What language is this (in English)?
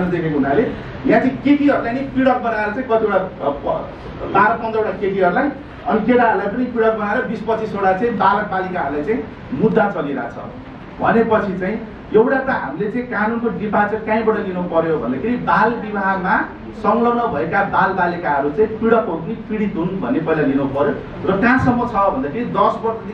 Nepali